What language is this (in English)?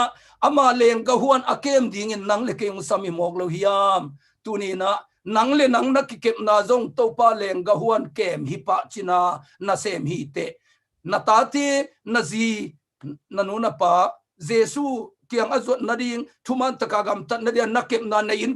Tedim Chin